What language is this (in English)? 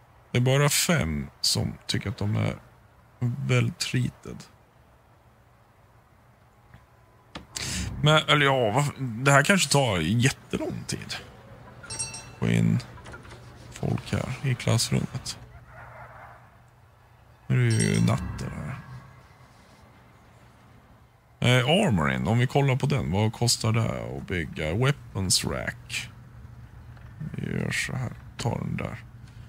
Swedish